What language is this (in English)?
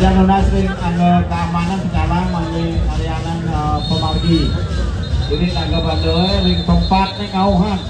Balinese